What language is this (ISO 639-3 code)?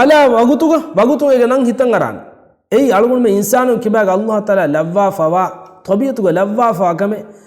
div